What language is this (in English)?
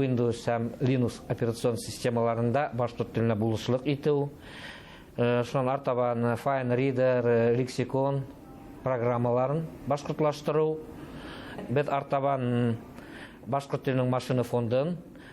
Bashkir